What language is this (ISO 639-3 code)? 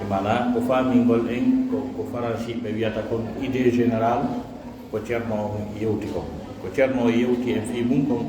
fuf